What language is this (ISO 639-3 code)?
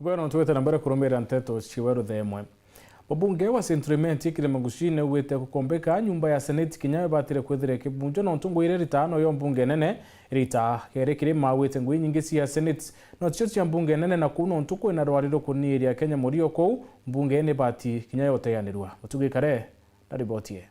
mer